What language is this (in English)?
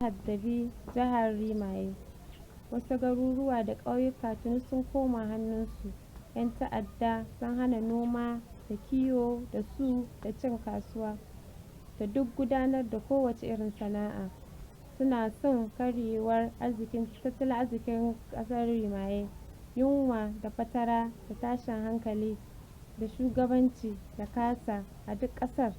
Hausa